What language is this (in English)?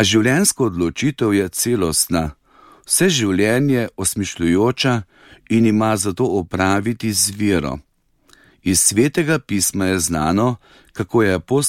Slovenian